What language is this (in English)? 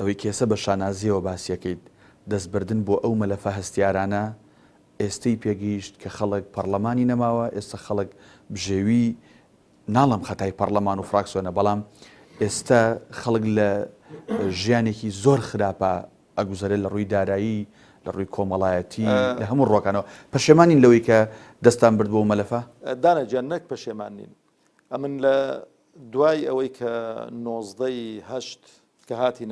Central Kurdish